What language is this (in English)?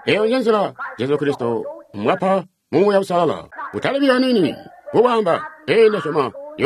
Tonga (Zambia)